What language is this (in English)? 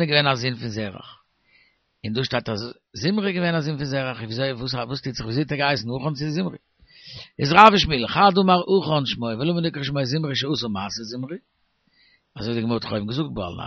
Yiddish